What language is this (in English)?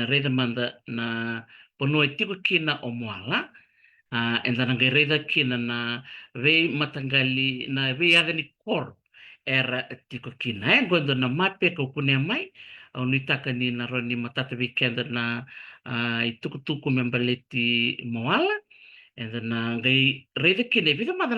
Fijian